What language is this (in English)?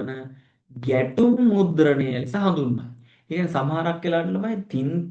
Sinhala